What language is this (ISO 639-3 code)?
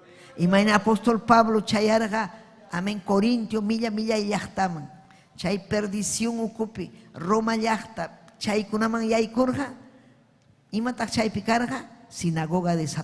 quy